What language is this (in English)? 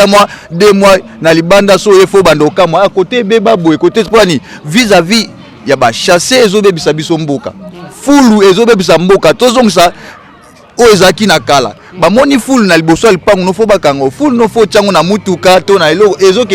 Lingala